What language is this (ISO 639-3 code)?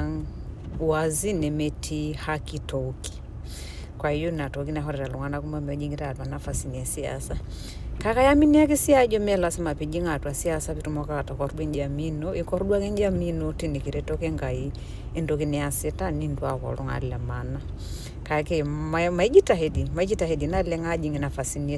mas